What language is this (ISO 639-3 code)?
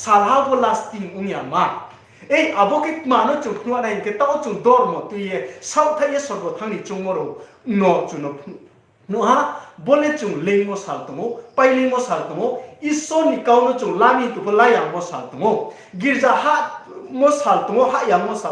ria